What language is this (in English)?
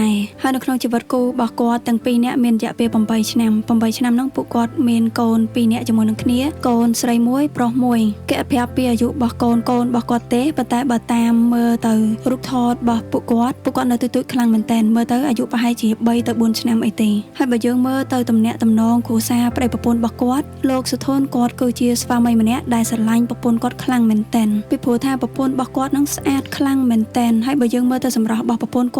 Khmer